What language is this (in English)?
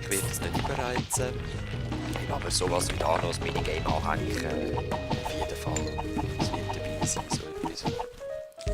Swiss German